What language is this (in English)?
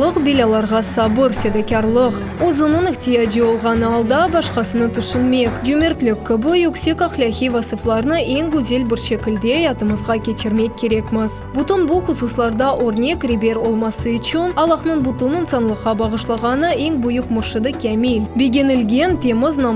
Crimean Tatar